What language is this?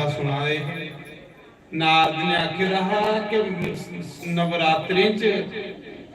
Dogri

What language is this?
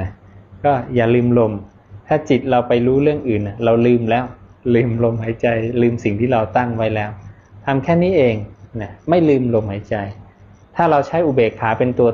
Thai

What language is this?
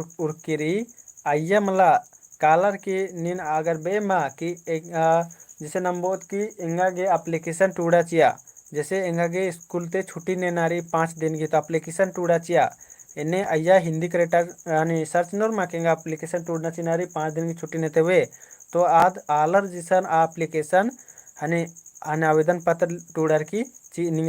Kurukh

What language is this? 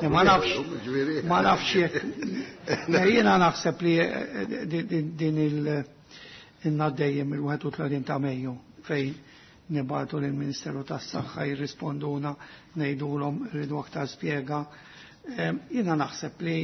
Maltese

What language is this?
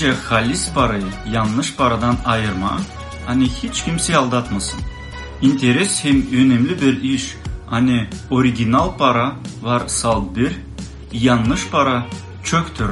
Gagauz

